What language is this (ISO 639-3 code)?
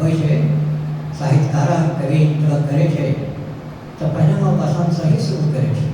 anp